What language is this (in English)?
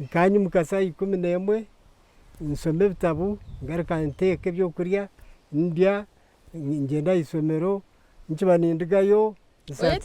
Nyankole